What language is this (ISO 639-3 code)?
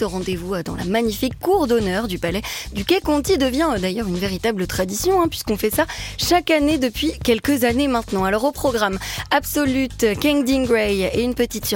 fra